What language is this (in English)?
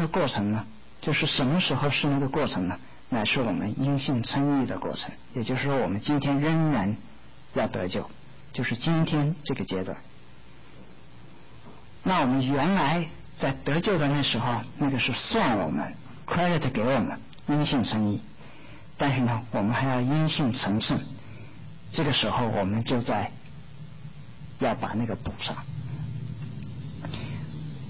Chinese